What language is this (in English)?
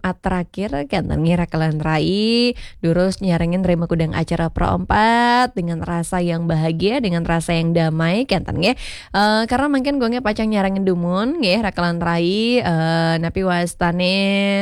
Balinese